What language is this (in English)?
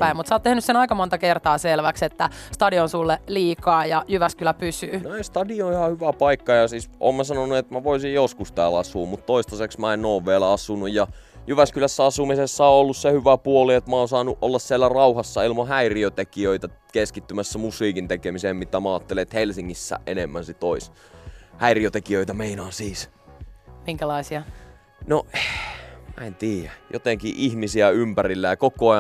Finnish